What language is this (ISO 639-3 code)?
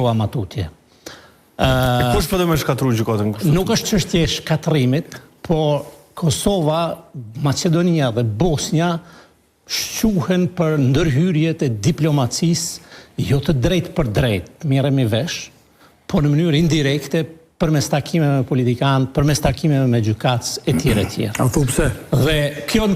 sqi